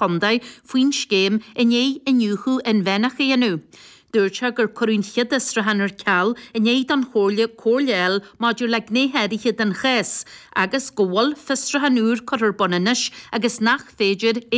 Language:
Irish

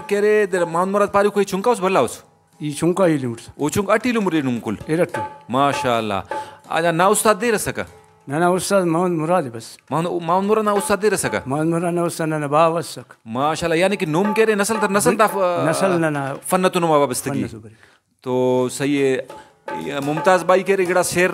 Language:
Brahui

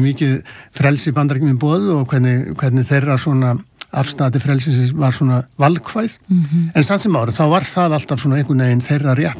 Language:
Icelandic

